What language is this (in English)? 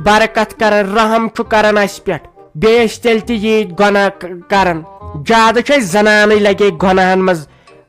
Kashmiri